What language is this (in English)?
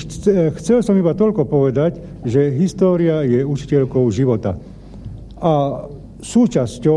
Slovak